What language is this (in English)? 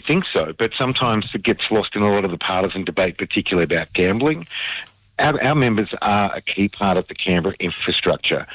English